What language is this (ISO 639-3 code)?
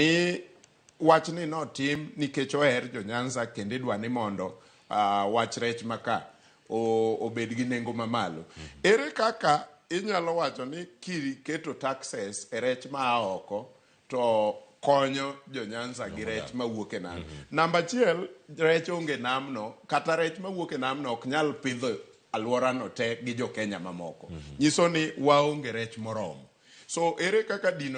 luo